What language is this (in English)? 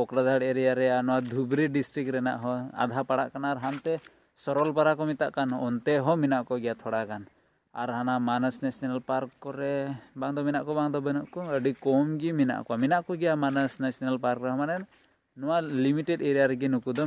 Santali